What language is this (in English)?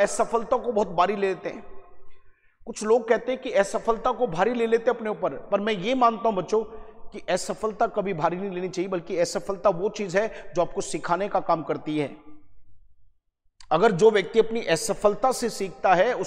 Hindi